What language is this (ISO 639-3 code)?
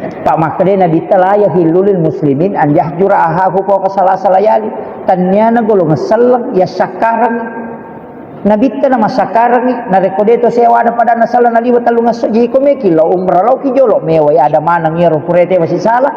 bug